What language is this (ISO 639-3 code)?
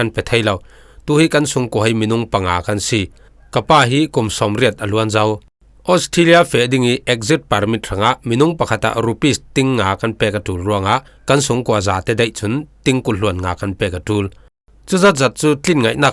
cfm